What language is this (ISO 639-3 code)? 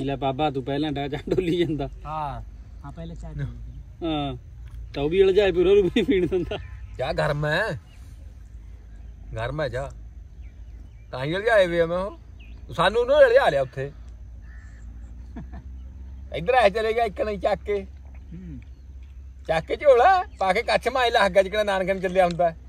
pan